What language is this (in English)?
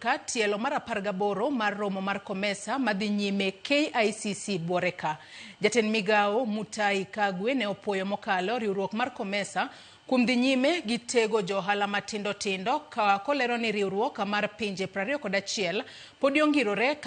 Luo (Kenya and Tanzania)